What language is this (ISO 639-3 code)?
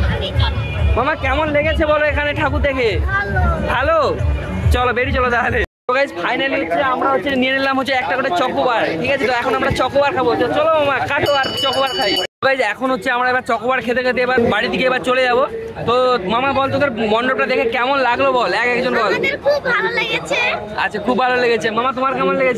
ben